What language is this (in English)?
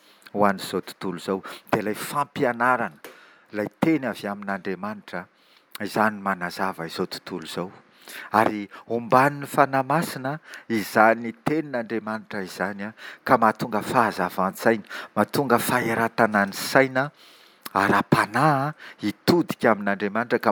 Malagasy